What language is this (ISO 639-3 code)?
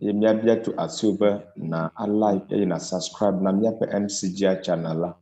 ewe